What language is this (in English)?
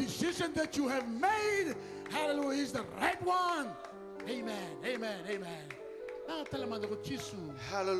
Fijian